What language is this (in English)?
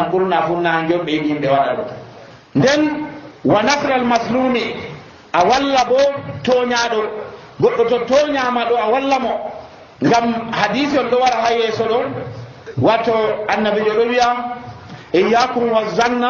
Nigerian Fulfulde